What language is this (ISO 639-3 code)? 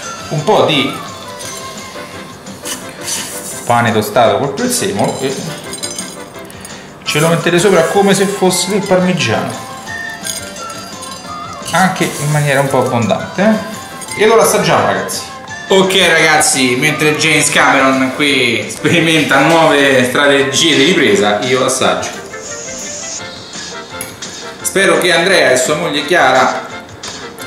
ita